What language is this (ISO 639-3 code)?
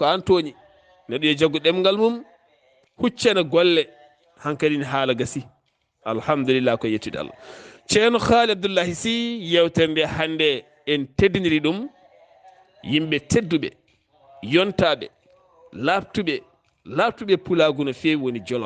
ful